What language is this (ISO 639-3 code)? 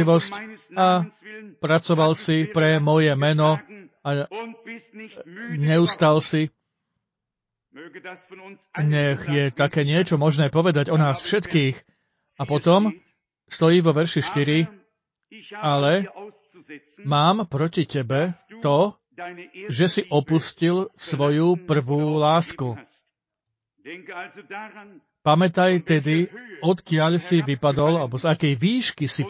slk